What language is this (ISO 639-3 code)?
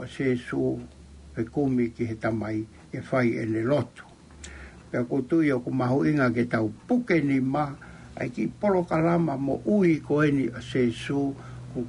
ton